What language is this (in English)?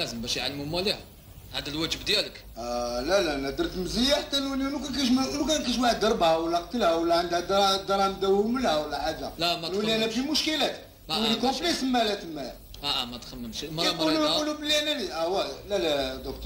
Algerian Arabic